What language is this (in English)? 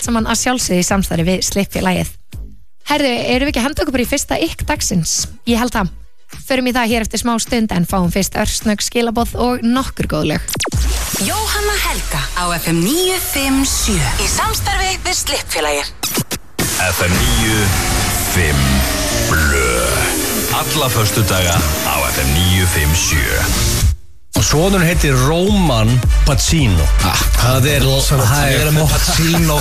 Icelandic